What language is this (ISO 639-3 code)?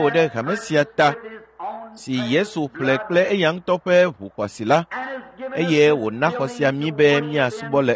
ewe